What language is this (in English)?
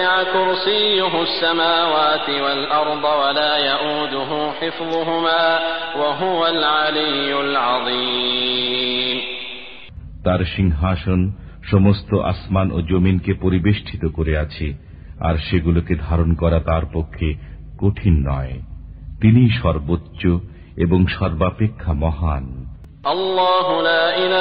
Bangla